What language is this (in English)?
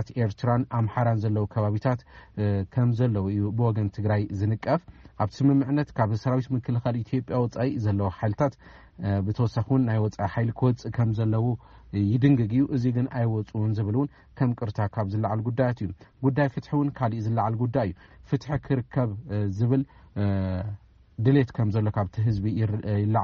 Tigrinya